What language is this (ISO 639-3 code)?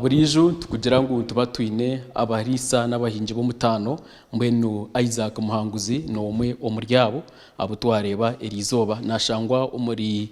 nyn